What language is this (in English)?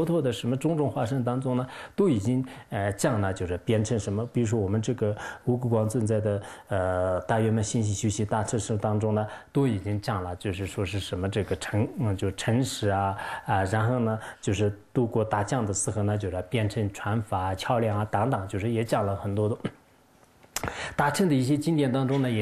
Chinese